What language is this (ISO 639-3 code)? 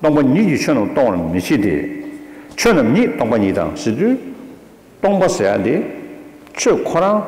bod